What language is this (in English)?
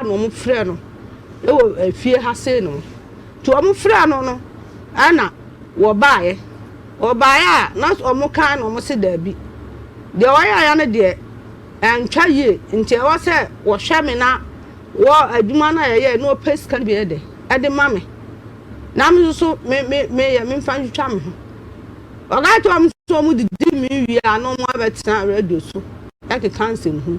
Akan